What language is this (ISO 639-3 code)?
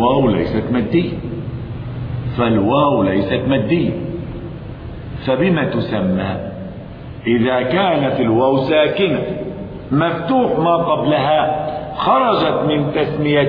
ara